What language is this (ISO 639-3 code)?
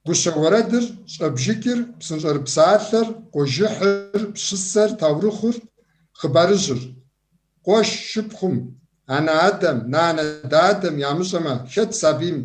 kbd